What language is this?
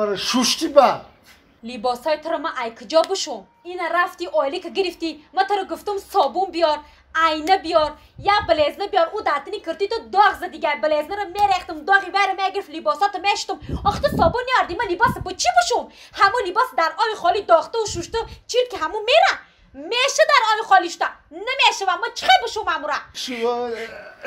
Tajik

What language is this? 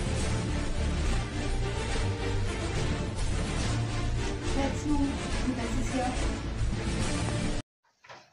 English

